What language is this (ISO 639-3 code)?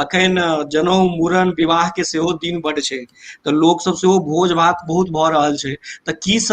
mai